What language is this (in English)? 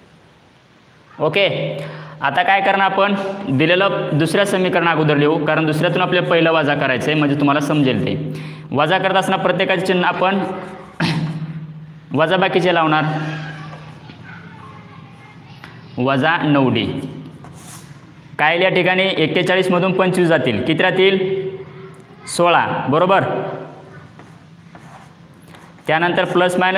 Marathi